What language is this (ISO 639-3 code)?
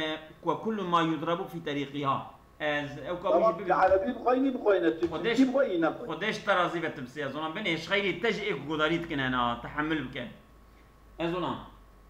kur